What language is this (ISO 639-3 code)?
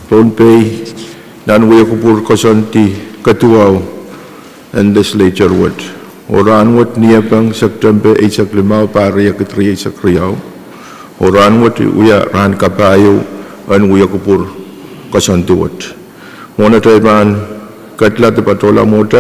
pon